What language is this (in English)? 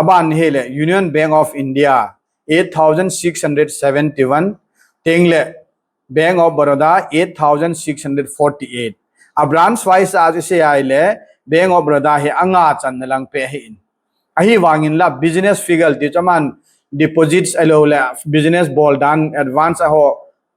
Thado Chin